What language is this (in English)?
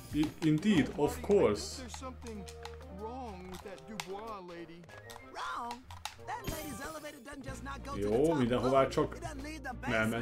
Hungarian